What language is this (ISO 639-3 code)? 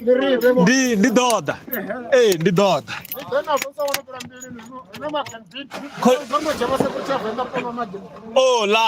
ven